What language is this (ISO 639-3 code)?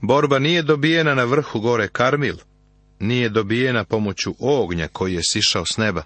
srp